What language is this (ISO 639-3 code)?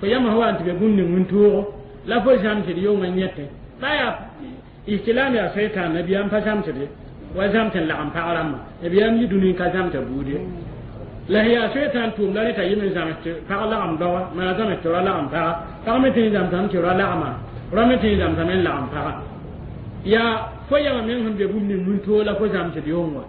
mos